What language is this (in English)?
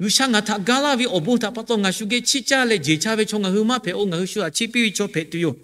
Lahu